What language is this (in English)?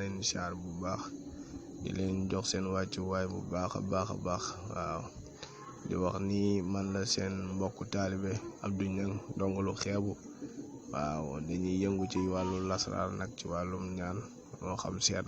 Wolof